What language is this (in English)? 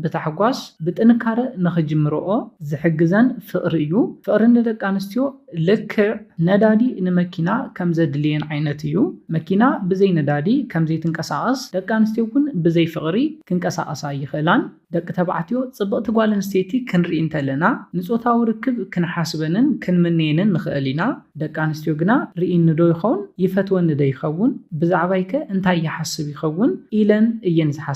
Tigrinya